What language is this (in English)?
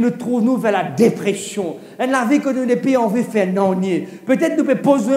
Morisyen